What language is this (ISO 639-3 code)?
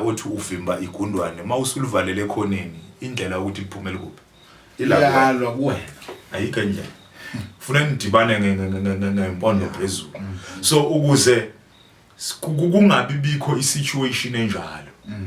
zul